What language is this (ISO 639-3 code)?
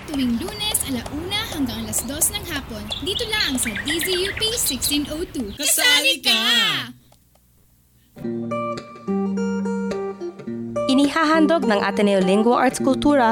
fil